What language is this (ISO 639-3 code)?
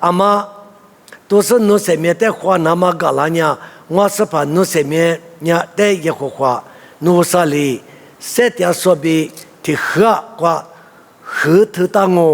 lis